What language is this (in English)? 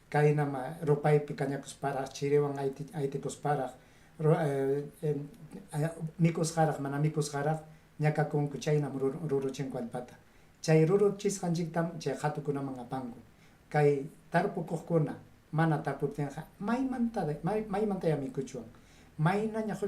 Ayacucho Quechua